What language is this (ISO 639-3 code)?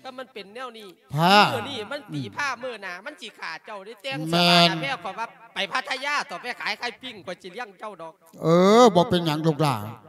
lao